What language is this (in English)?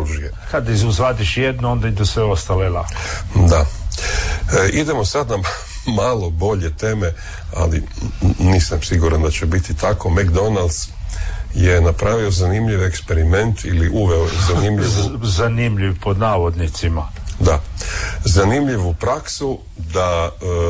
Croatian